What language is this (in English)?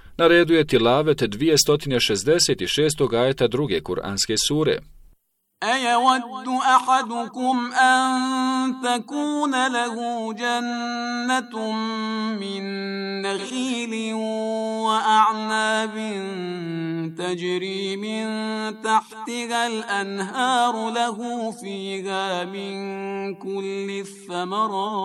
Bosnian